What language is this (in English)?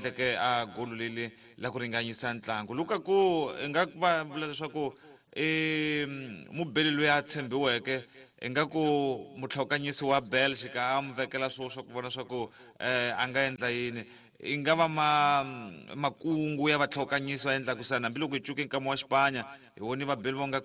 Tsonga